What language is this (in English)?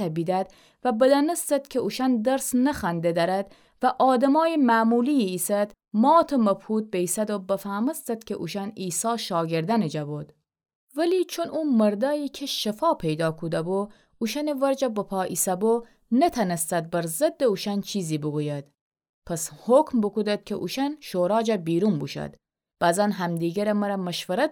Gilaki